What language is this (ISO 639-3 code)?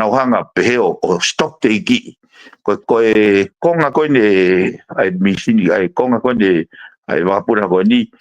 ton